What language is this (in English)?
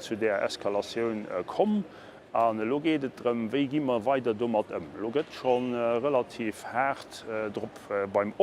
Luxembourgish